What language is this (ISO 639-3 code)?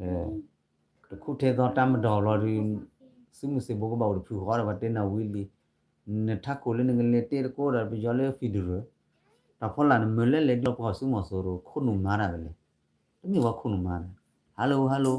ksw